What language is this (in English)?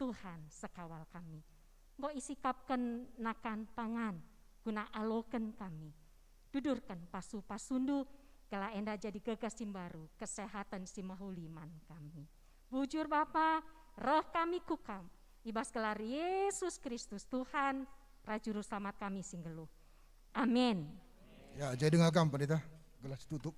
Batak Karo